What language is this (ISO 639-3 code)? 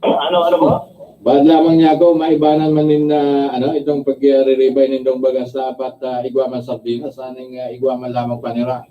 bik